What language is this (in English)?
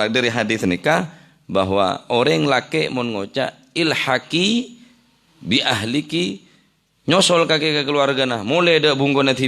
Madurese